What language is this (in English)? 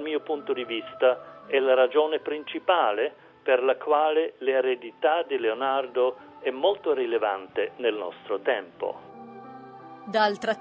Italian